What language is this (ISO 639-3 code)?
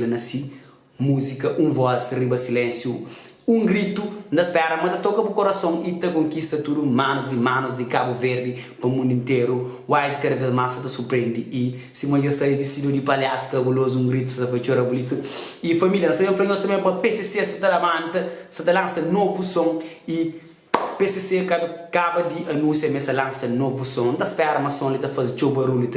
kea